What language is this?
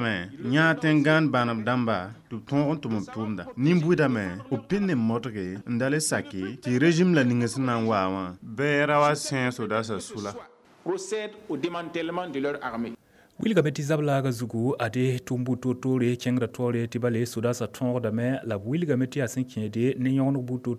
Mossi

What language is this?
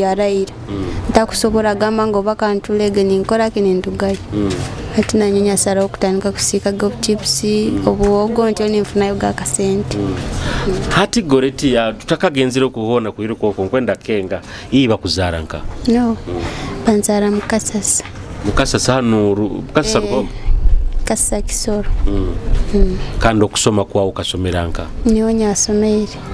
Nyoro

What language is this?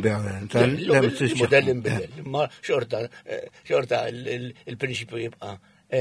Maltese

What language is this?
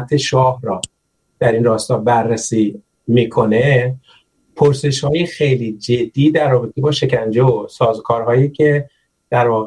Persian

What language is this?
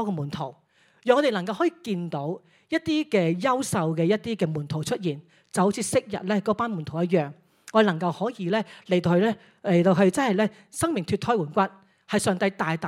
Cantonese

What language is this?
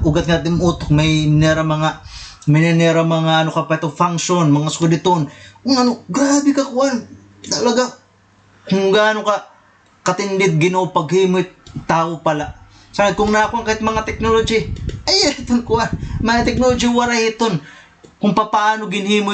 Waray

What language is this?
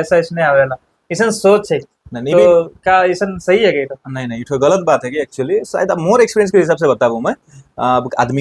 Sadri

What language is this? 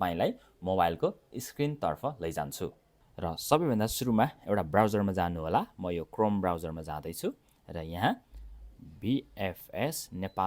Nepali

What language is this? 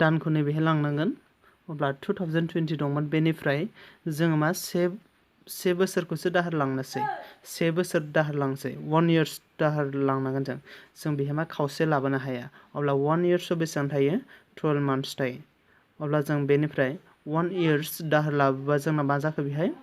Bodo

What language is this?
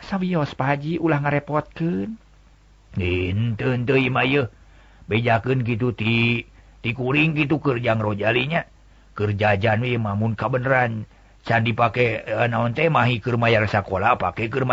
Sundanese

